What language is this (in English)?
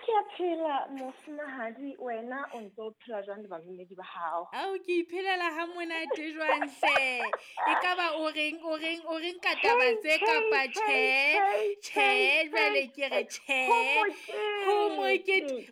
Southern Sotho